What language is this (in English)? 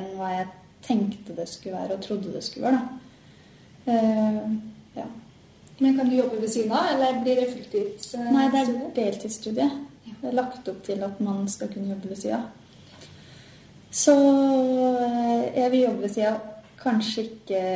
Norwegian